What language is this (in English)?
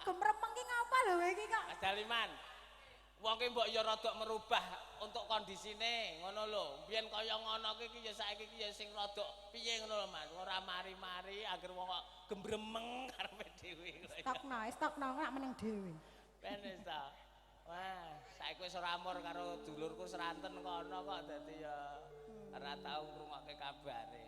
Javanese